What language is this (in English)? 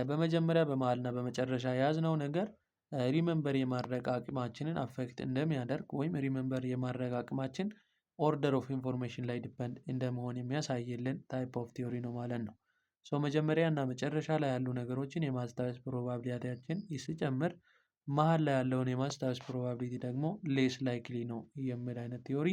Amharic